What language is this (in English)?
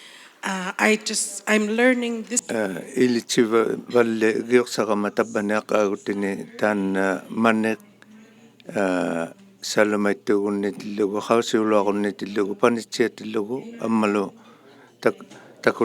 Inuktitut